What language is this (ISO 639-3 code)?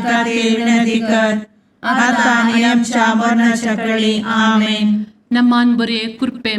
kok